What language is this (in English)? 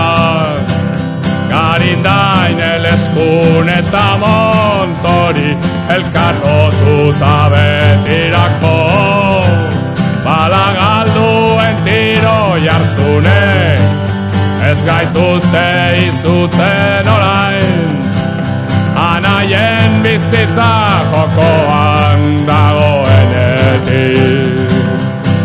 Basque